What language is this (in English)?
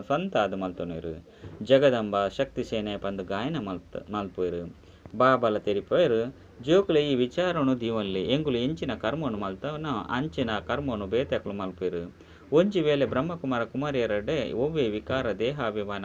Tulu